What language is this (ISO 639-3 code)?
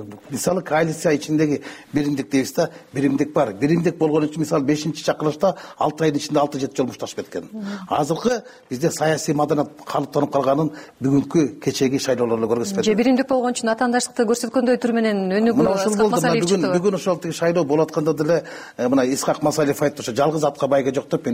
kir